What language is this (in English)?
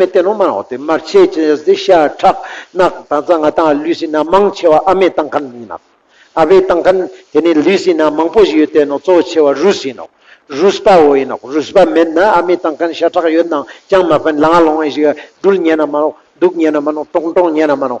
Ladakhi